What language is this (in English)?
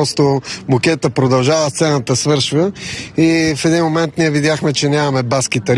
Bulgarian